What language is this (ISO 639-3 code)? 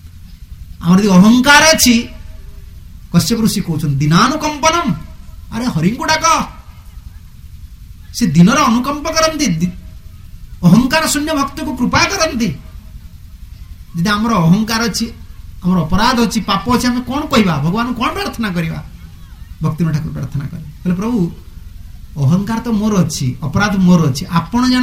ori